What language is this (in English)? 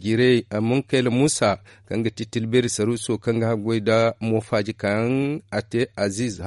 Zarma